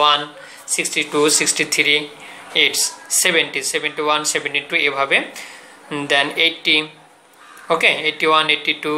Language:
Bangla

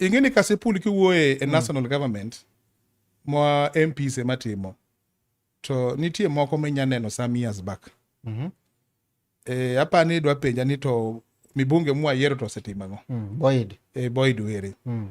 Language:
Luo (Kenya and Tanzania)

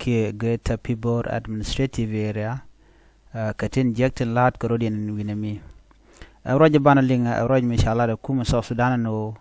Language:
Nuer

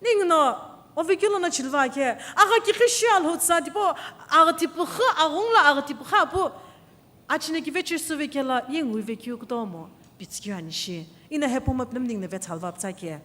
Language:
Sumi Naga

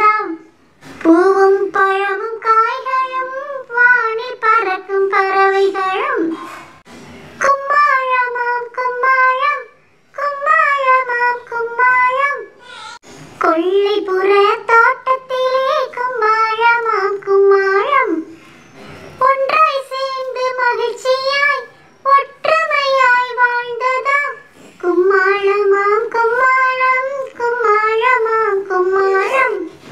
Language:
Tamil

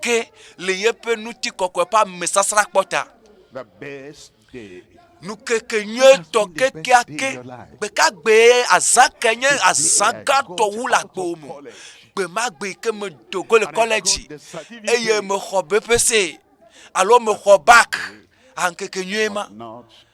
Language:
Ewe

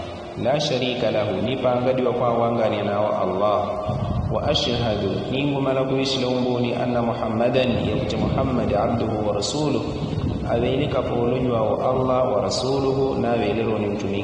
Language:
Yao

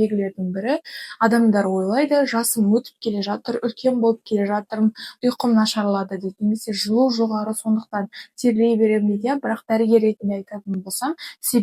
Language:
Kazakh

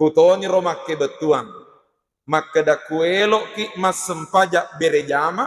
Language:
Buginese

